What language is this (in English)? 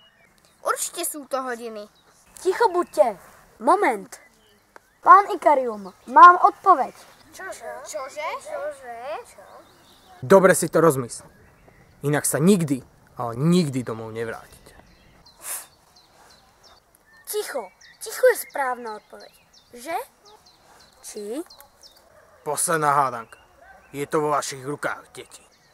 Slovak